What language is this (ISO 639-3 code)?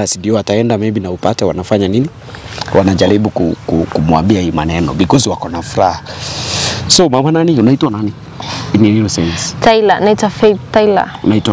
swa